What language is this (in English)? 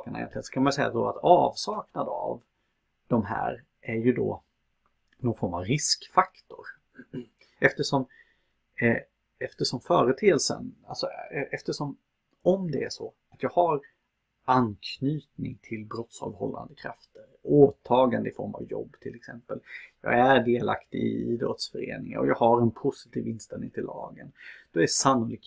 Swedish